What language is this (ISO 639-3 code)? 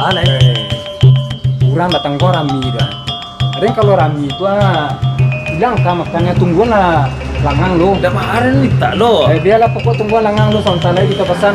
min